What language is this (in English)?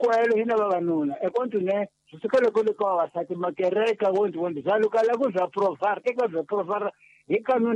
Tsonga